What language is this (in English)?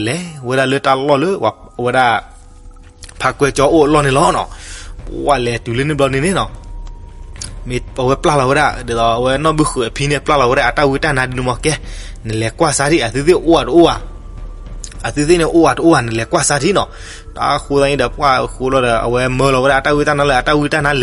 S'gaw Karen